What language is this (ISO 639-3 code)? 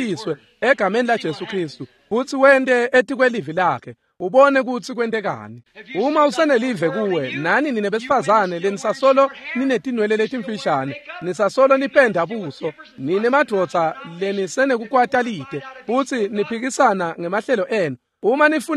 ssw